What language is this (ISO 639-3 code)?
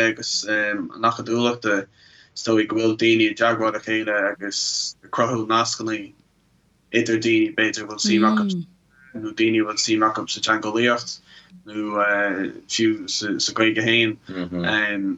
gle